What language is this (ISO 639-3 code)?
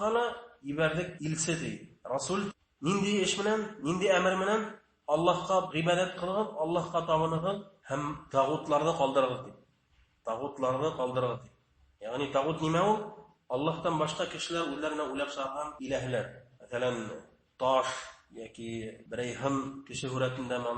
bak